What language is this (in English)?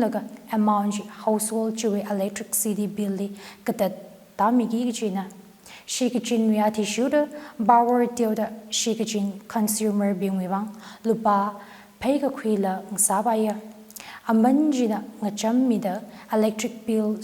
Tangkhul Naga (India)